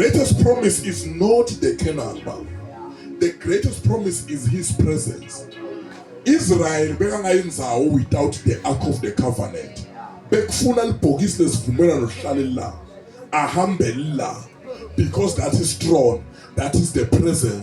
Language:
Swati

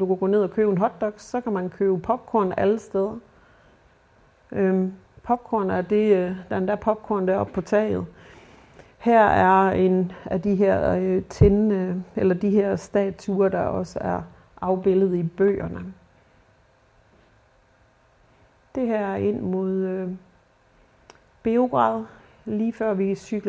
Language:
Danish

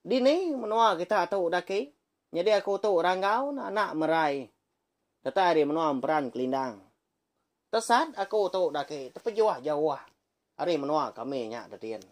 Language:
Iban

